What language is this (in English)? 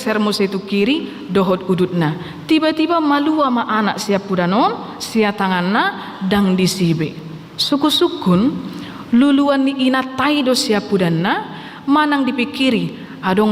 Batak Toba